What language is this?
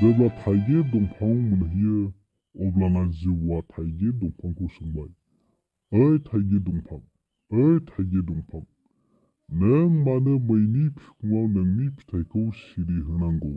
Bodo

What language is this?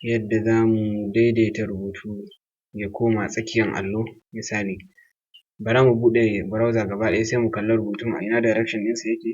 Hausa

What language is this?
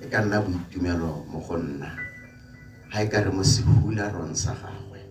Tswana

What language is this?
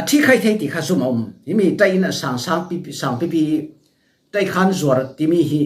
Falam Chin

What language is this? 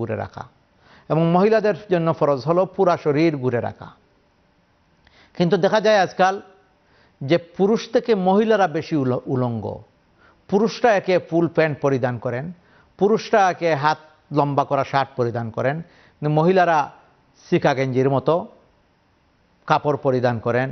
Bangla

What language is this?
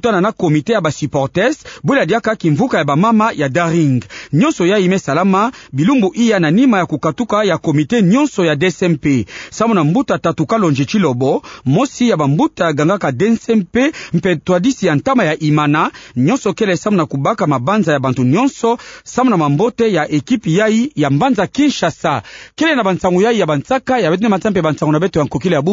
Kituba (Democratic Republic of Congo)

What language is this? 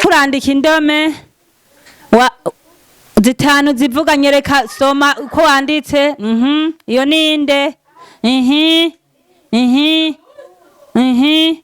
Rundi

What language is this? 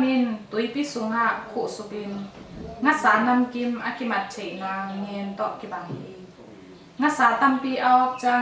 Tedim Chin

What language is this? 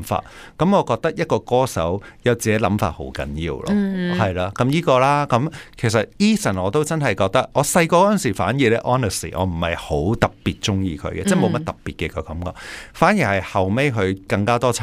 Cantonese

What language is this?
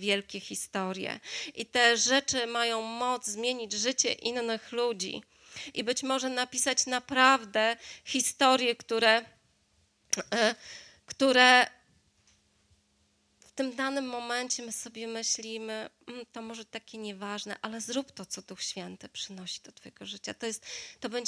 Polish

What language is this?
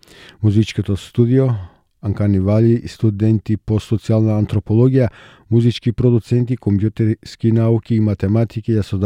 Macedonian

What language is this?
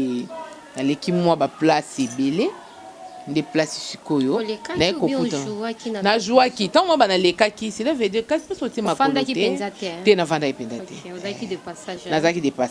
Lingala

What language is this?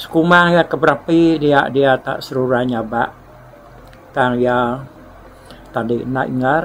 Iban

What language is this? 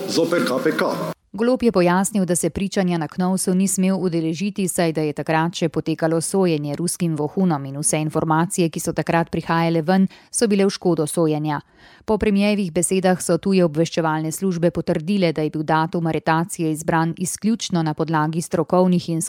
Slovenian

